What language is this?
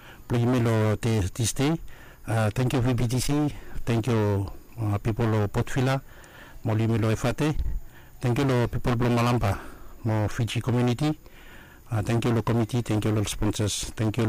Bislama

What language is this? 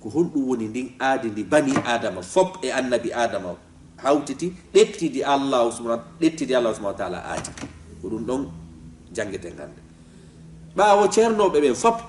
Fula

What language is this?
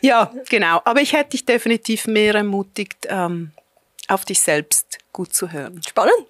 Swiss German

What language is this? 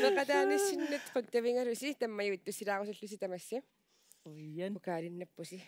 Kalaallisut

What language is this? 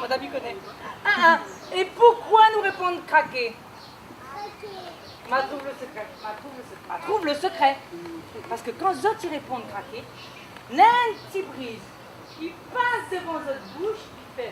Réunion Creole French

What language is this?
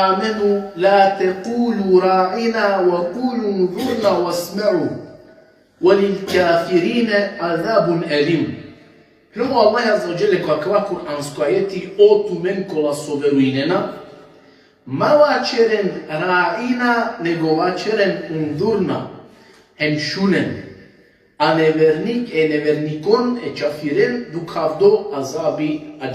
Balkan Romani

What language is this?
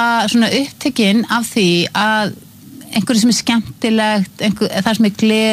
Icelandic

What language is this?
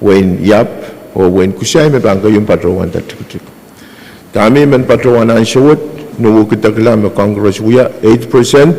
Pohnpeian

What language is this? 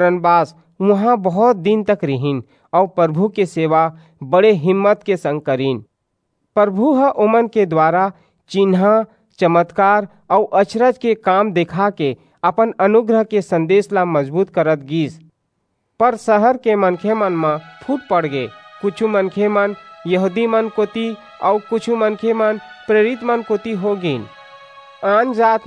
Chhattisgarhi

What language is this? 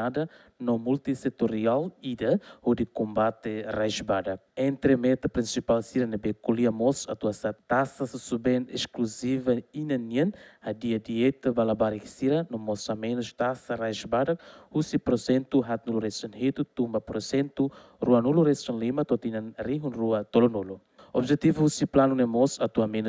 Tetum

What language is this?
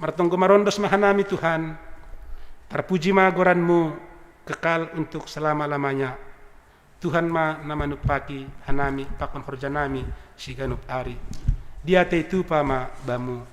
Batak Simalungun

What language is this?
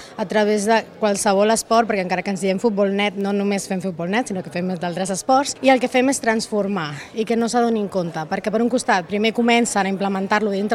Catalan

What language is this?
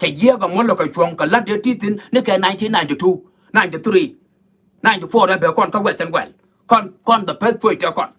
Nuer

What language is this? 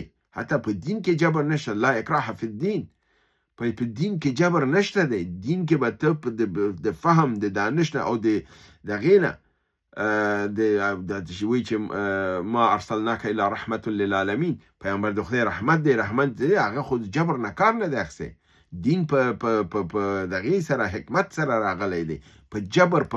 Pashto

